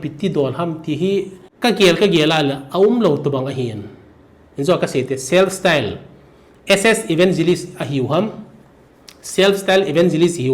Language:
Thado Chin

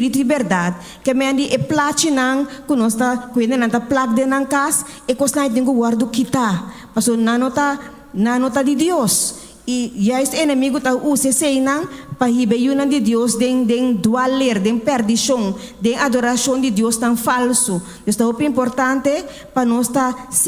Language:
Papiamento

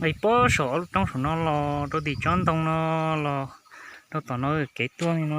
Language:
Hmong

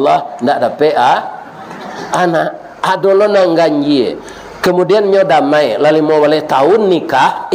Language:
Minangkabau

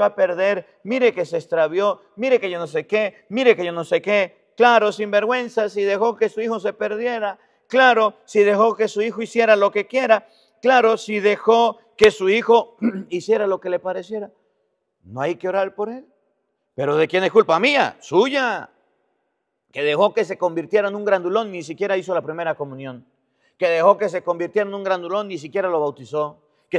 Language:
Spanish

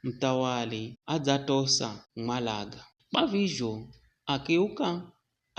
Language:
Giryama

